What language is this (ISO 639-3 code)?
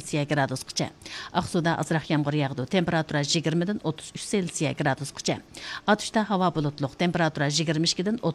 uig